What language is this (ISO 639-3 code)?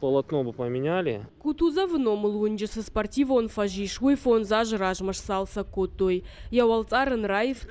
oss